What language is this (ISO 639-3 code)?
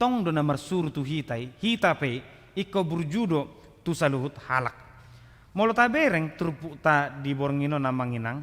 bbc